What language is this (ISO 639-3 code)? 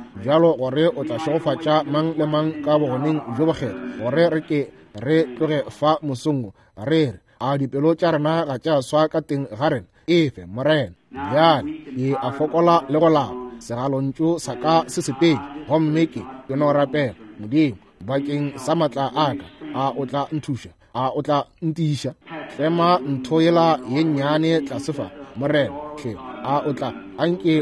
nso